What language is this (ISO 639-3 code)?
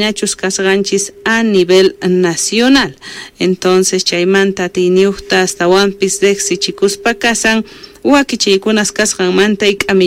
quh